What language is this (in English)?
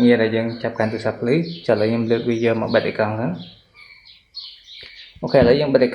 Khmer